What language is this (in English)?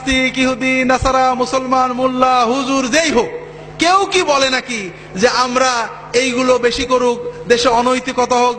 Bangla